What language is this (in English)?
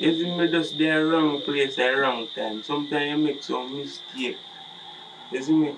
Jamaican Creole English